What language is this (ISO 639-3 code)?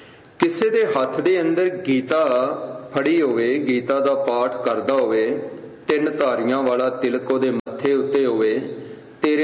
pan